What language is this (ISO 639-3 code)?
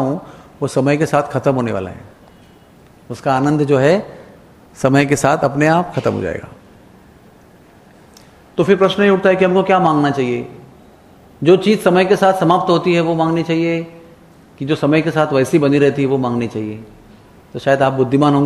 hin